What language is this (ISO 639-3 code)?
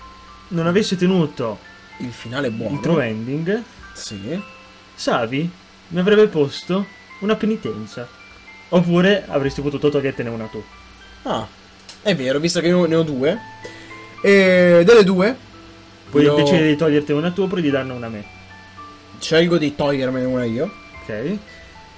ita